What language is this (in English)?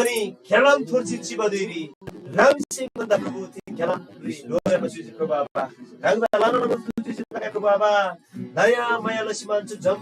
Eastern Tamang